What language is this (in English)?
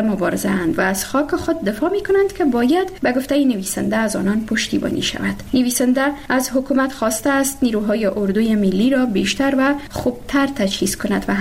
Persian